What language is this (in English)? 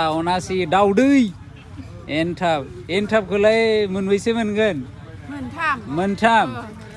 Bodo